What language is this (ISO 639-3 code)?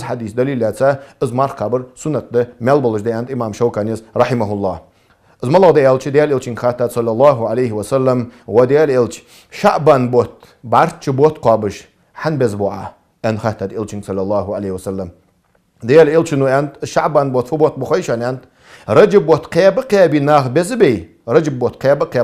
inh